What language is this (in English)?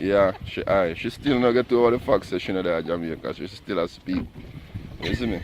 Jamaican Creole English